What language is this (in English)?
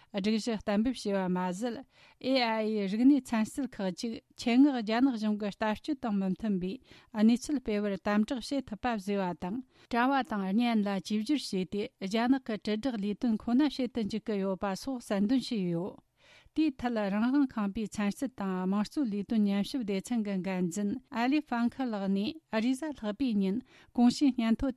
Tibetan